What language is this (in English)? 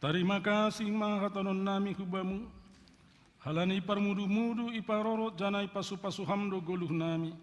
Batak Simalungun